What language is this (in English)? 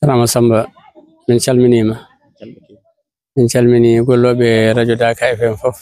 Fula